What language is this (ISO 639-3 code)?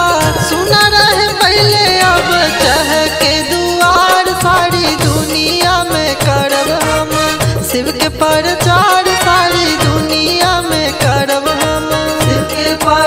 bho